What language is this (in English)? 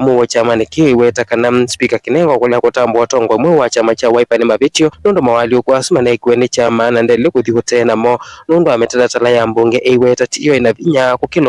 Kamba